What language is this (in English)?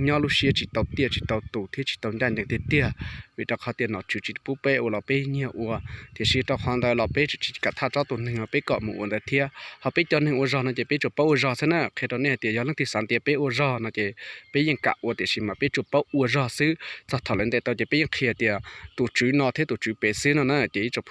Hmong